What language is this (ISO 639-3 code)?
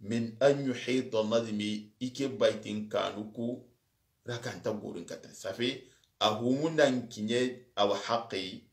snk